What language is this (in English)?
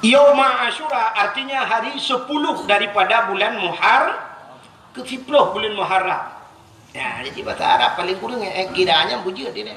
Achinese